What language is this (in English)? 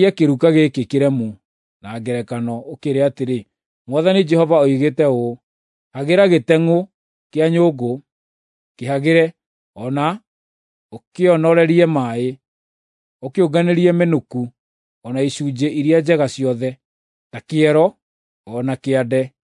Kikuyu